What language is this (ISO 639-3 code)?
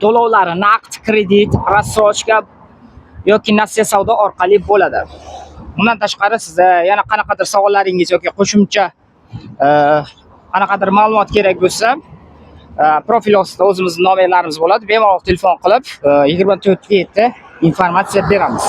uzb